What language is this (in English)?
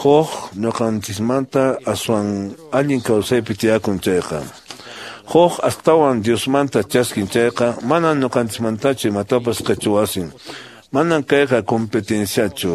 Quechua